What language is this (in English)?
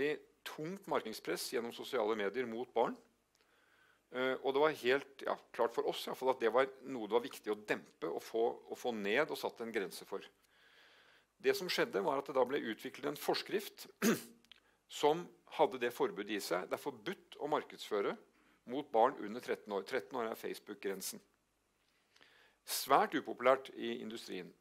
Norwegian